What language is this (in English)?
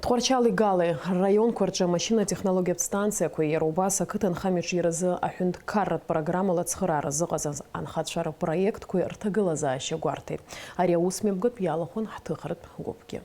Abkhazian